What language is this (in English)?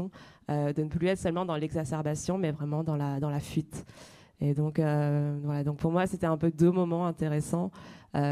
French